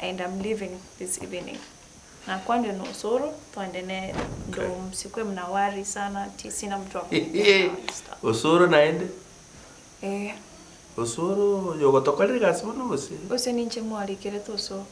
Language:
Gusii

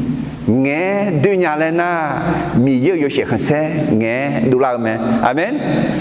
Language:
Akha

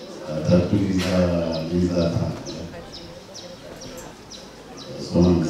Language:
Kinyarwanda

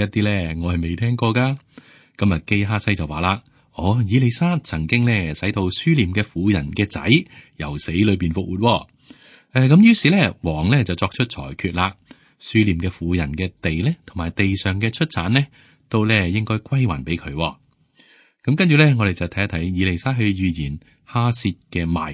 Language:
Cantonese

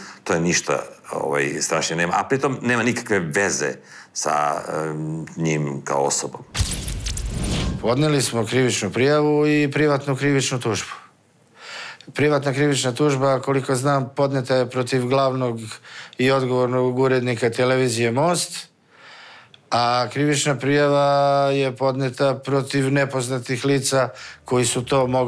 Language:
Serbian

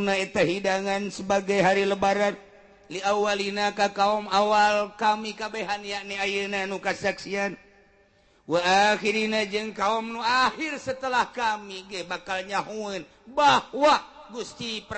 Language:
Sundanese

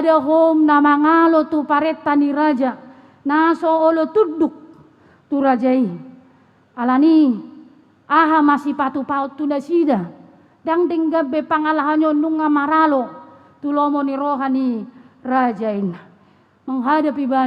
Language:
Batak Toba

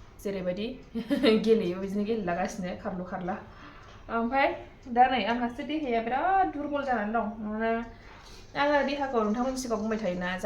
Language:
Bodo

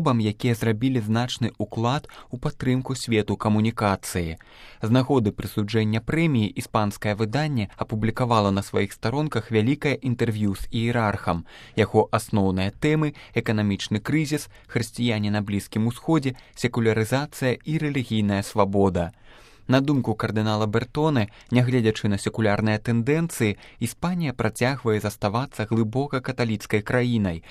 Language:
Belarusian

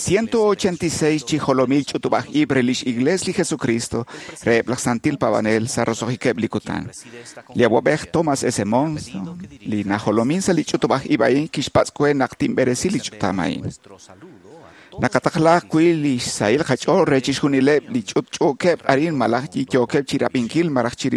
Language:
Kekchí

